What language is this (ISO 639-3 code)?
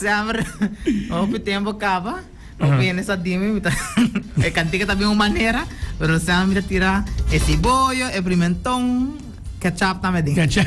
pap